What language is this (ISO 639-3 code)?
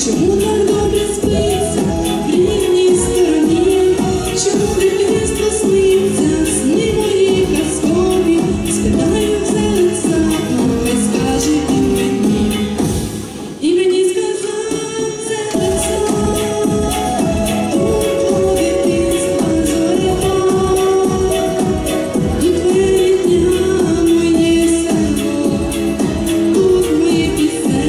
ukr